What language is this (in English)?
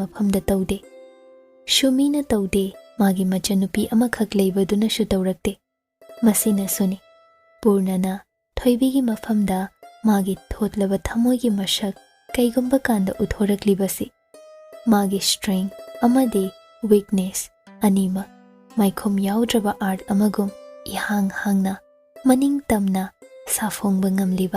Manipuri